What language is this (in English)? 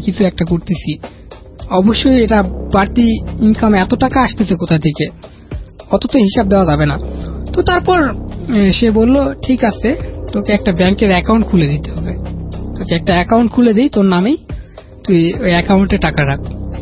Bangla